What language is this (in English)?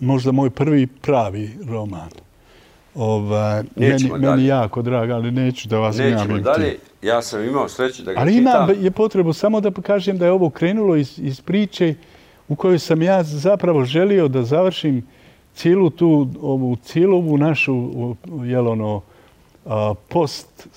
Bosnian